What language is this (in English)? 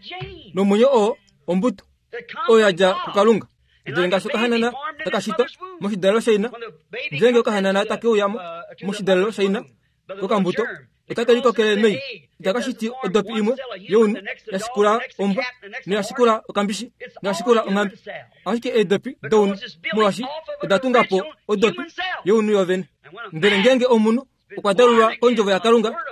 Kuanyama